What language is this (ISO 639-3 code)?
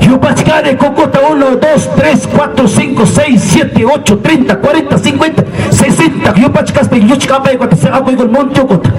quy